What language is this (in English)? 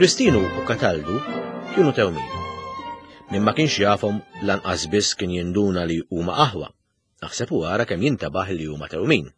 Maltese